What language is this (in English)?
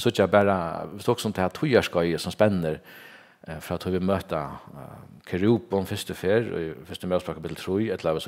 Faroese